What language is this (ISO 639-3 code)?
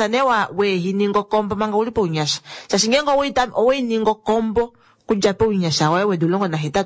kua